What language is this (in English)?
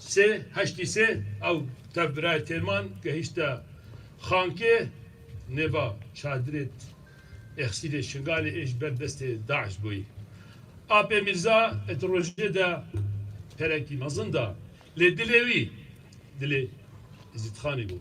Kurdish